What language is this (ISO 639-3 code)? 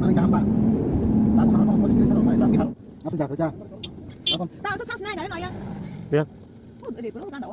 trp